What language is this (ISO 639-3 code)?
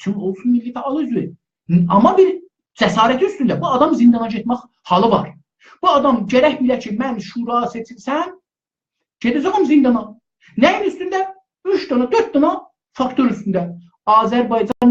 azb